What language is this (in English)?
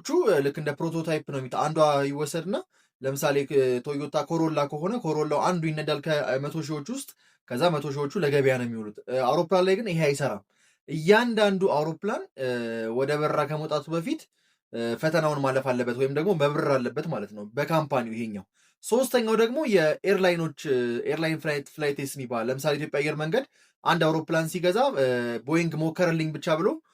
Amharic